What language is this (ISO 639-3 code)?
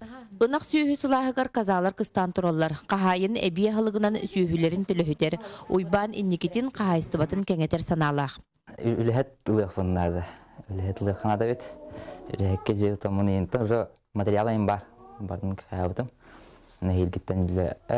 sah